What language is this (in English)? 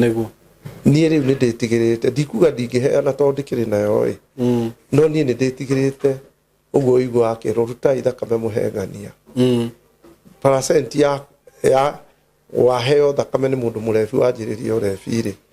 Kikuyu